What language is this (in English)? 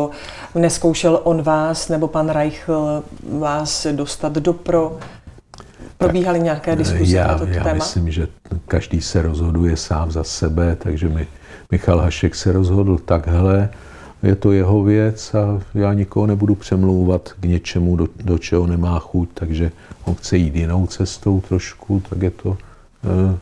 Czech